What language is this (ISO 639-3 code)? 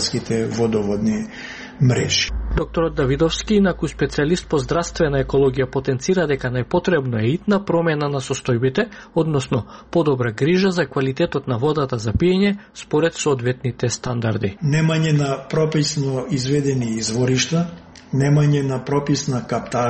mkd